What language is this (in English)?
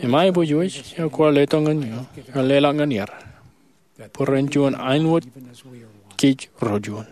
Marshallese